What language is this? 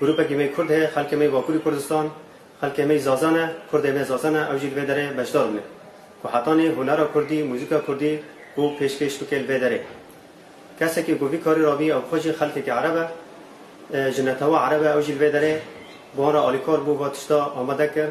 Kurdish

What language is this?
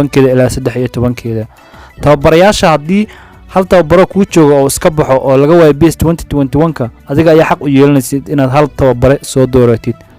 Somali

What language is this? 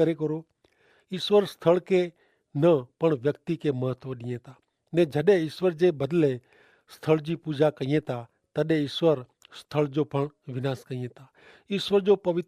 Kachhi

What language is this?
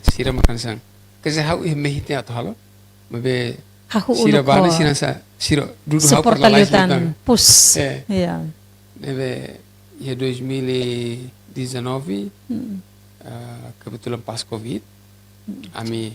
Tetum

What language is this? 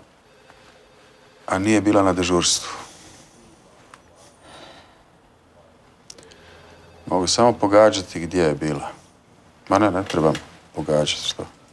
Croatian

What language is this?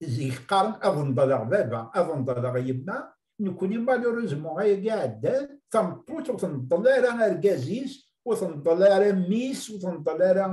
Kabyle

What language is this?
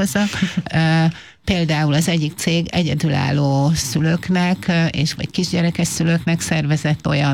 Hungarian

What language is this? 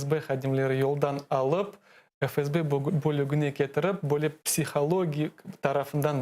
Crimean Tatar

